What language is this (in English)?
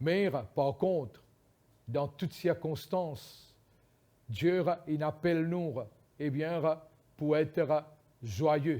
Morisyen